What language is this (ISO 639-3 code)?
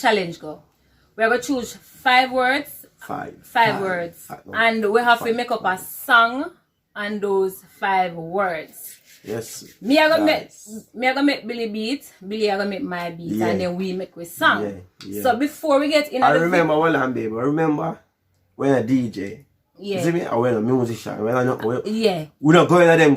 jam